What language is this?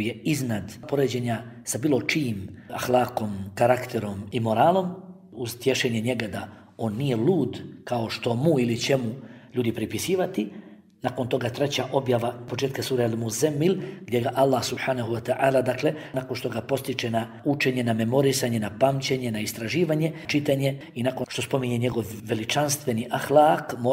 Bosnian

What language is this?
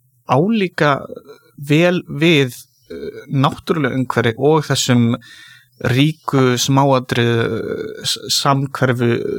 Icelandic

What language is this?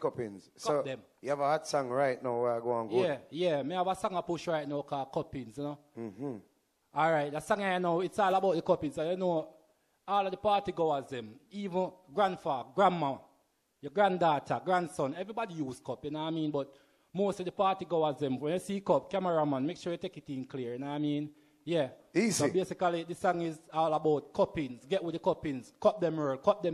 Jamaican Creole English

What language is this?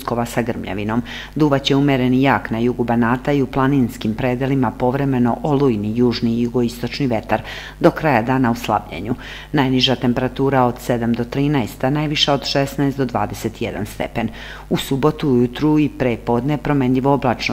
Serbian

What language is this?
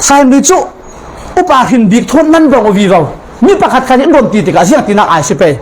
Falam Chin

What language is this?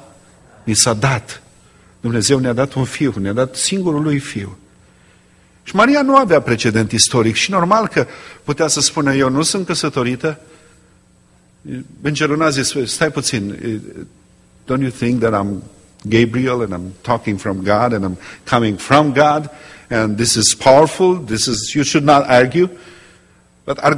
Romanian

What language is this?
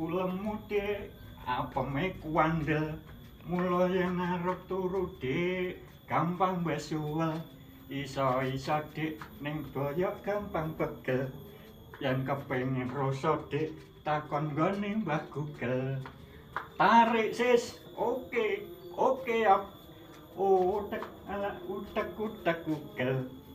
Javanese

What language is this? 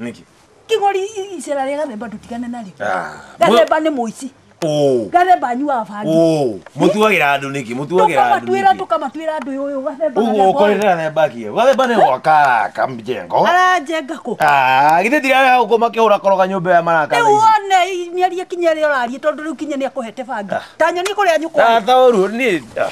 Kikuyu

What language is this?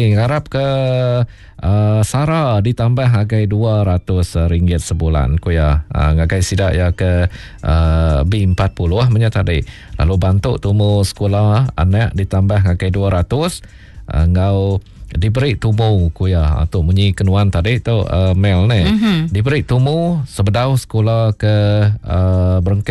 Iban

